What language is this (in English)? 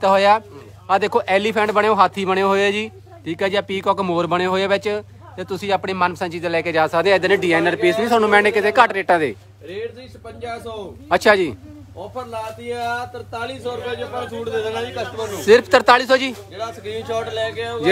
Punjabi